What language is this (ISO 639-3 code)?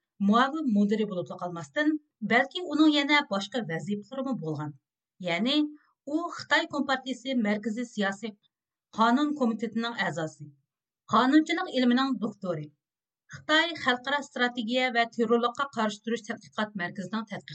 uig